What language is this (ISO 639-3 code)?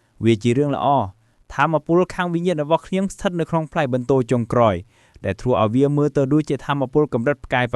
khm